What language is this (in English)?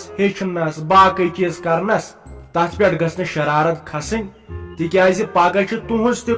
Kashmiri